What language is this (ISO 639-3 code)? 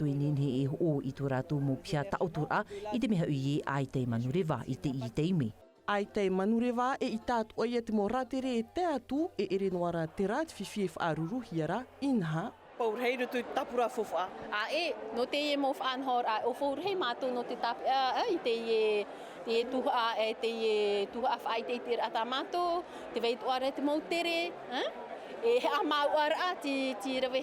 tah